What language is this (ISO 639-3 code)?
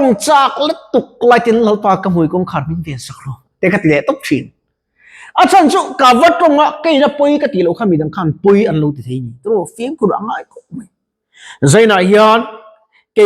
lus